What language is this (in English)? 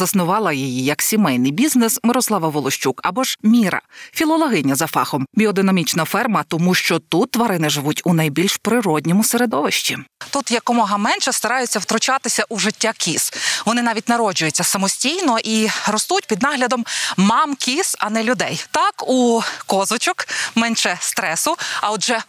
Ukrainian